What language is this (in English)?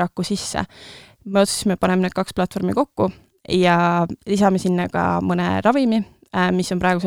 Estonian